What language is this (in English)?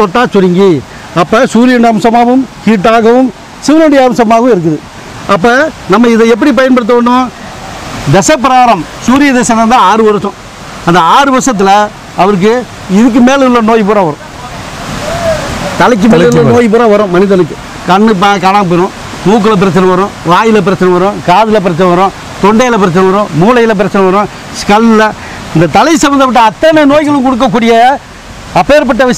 Tamil